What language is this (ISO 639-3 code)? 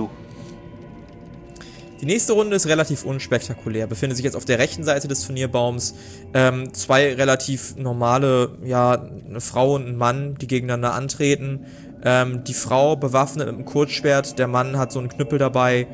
deu